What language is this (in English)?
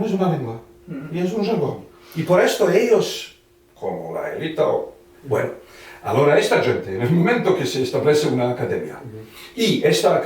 Ladino